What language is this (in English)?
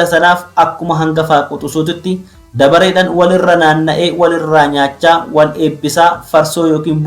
Oromo